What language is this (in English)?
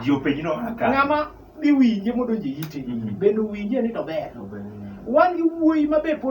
Luo (Kenya and Tanzania)